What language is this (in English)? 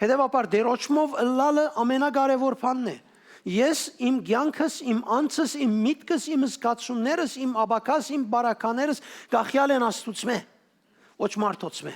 Western Armenian